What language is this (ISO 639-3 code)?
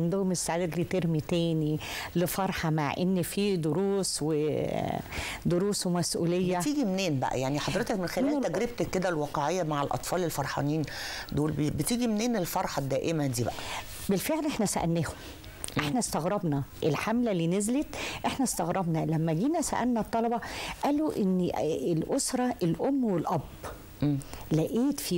arz